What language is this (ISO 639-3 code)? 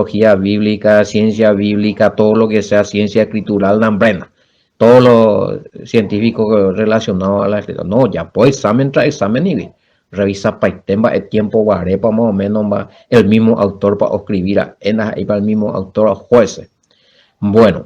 grn